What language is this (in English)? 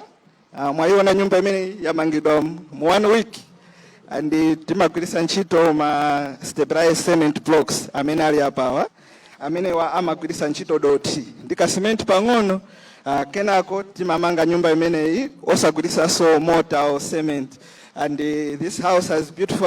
Nyanja